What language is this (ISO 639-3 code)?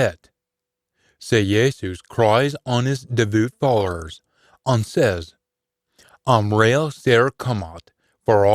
sco